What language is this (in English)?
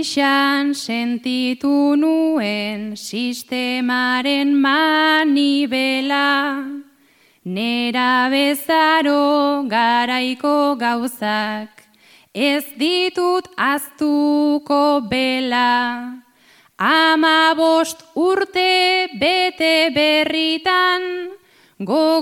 Basque